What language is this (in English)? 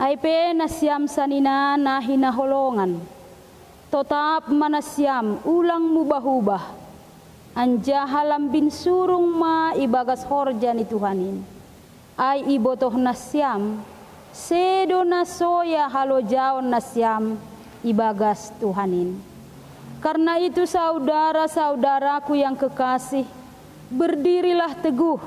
Batak Simalungun